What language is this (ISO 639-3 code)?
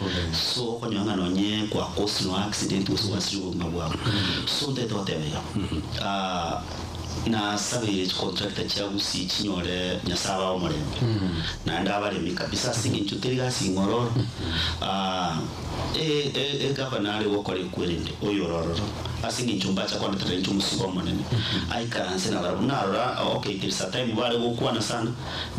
guz